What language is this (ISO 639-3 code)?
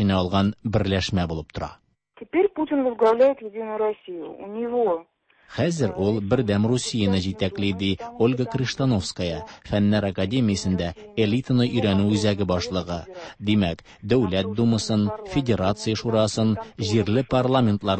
tat